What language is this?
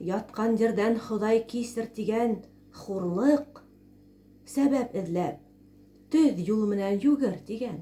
Bashkir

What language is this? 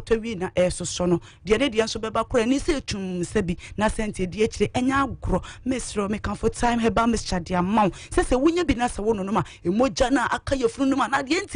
Akan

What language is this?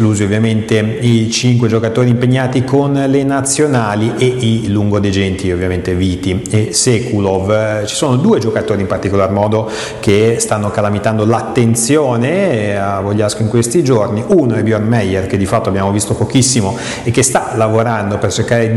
Italian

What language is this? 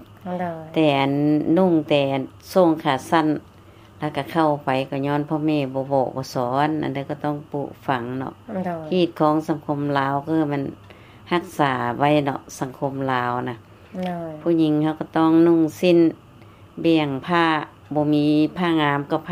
Lao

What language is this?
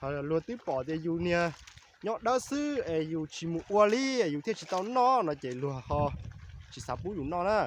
Hmong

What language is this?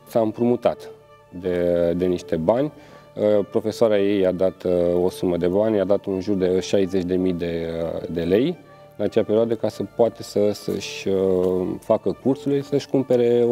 Romanian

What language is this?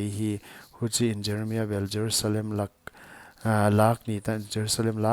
Paite Chin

